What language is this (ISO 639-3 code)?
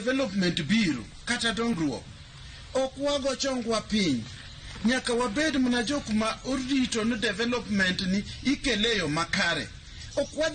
luo